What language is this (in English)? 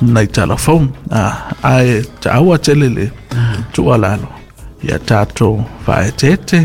Samoan